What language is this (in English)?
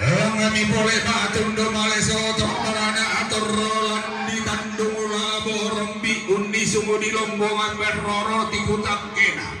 Toraja-Sa'dan